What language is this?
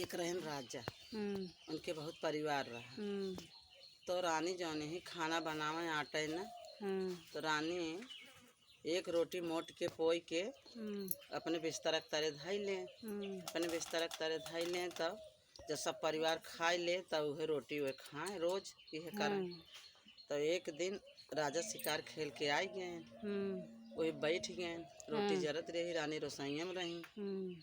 Awadhi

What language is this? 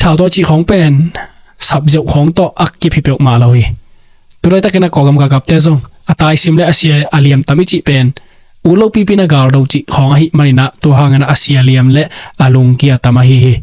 Tedim Chin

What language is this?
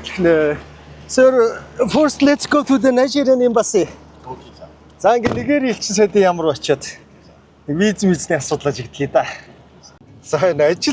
Mongolian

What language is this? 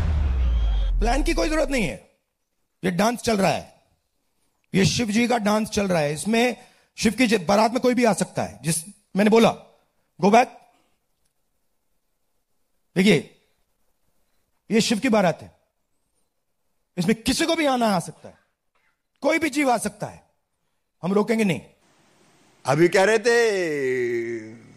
Hindi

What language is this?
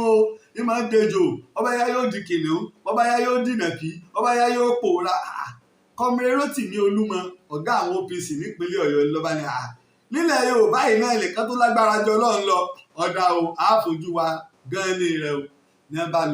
Yoruba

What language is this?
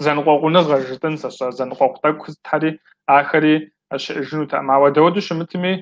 Kabardian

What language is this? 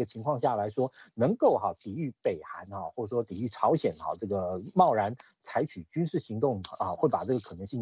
Chinese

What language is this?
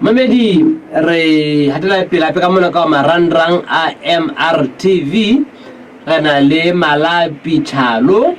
Southern Sotho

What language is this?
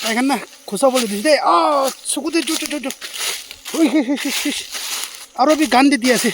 Naga Pidgin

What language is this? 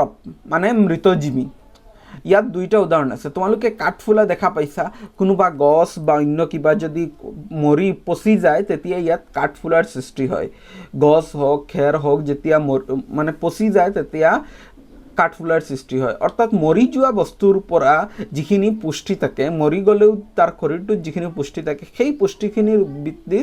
Assamese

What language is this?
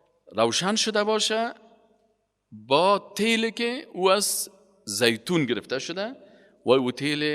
Persian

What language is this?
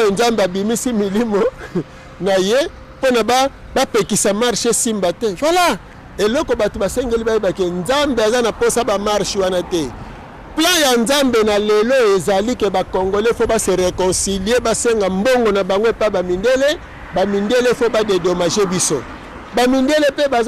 Lingala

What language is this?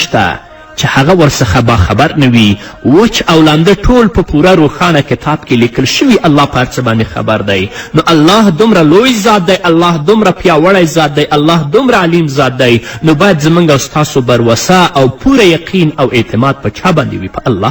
Pashto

